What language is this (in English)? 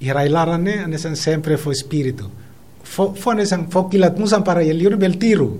Tetum